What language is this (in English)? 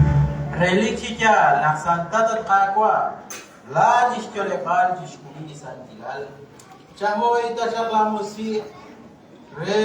Kekchí